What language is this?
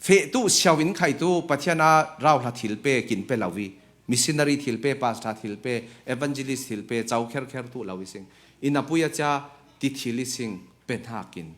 Falam Chin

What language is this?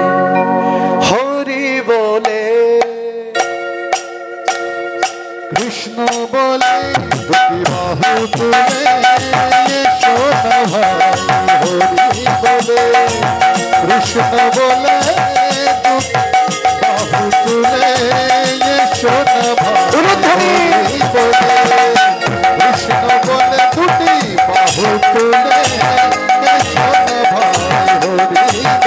Bangla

